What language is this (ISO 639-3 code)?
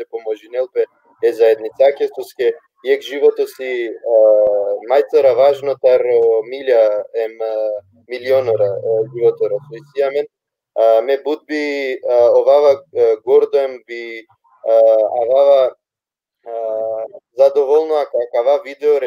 rmn